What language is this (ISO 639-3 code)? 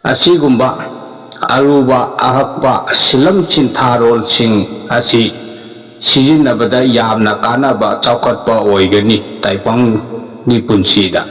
mni